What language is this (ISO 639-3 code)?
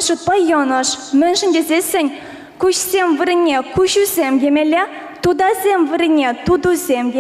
chv